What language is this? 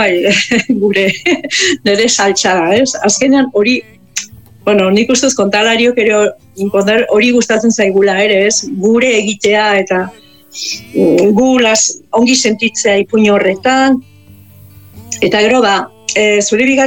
Basque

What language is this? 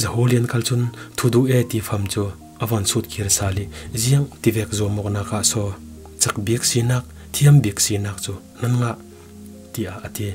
Falam Chin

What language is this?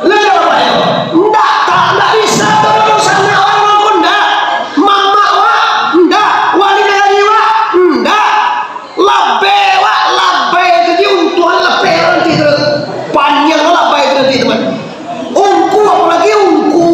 Minangkabau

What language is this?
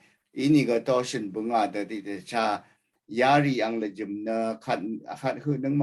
Rawang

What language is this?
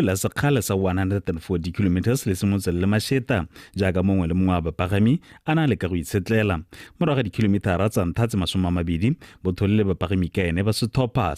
Tswana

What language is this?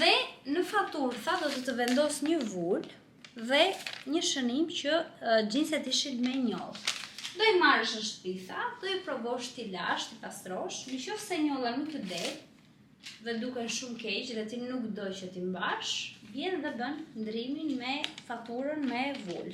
Albanian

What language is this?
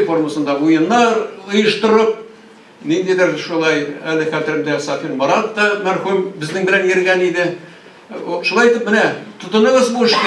Tatar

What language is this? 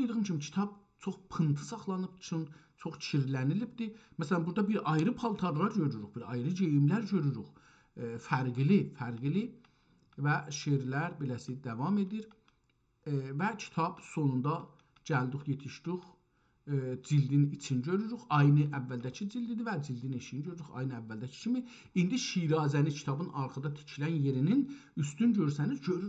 South Azerbaijani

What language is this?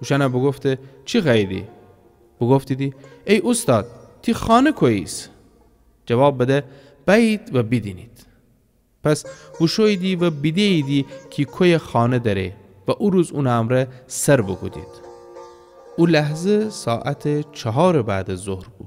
Gilaki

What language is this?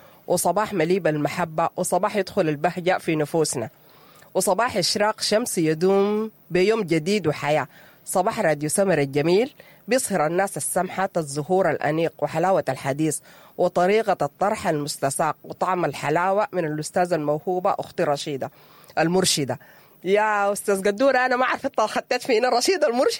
Sudanese Arabic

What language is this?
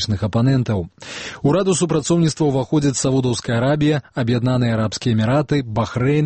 Belarusian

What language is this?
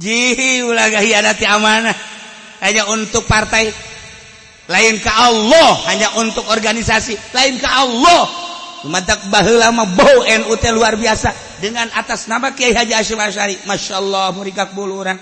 Sundanese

